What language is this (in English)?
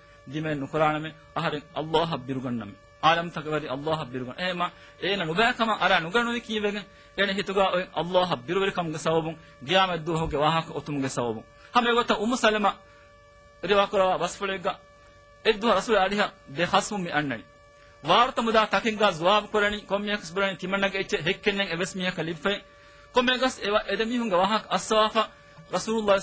Divehi